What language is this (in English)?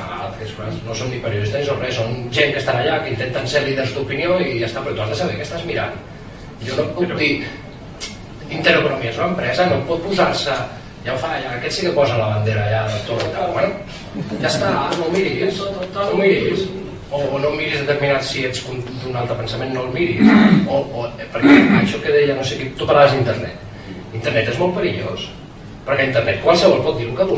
Catalan